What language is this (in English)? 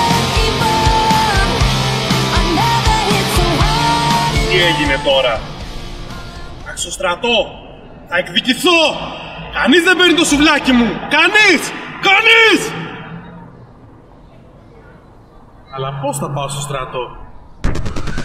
Greek